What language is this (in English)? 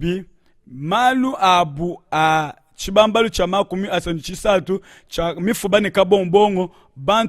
Luba-Lulua